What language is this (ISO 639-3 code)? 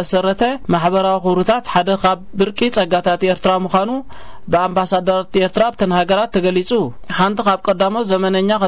tir